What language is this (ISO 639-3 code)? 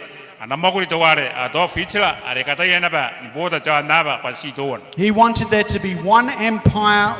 gil